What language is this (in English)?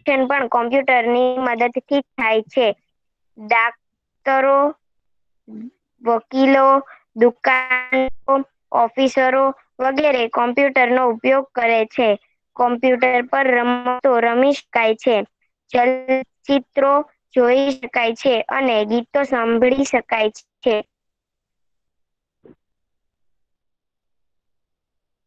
Gujarati